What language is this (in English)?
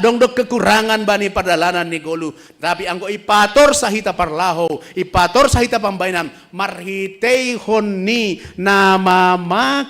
Batak Simalungun